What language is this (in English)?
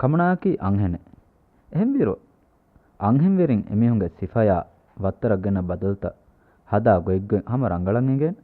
Divehi